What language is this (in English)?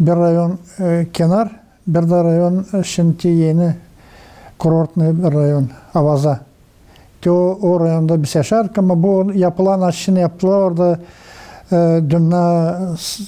Gagauz